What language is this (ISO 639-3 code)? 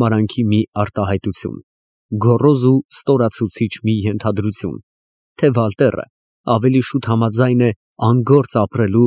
hye